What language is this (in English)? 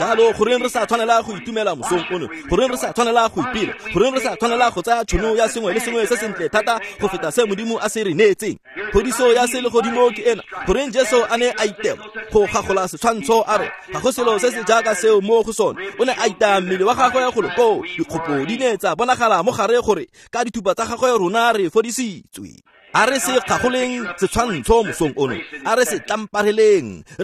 Tswana